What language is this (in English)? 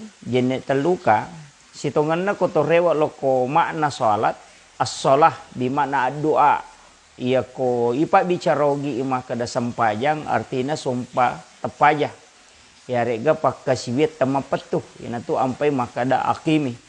Buginese